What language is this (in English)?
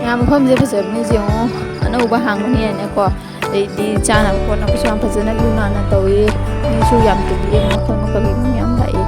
Manipuri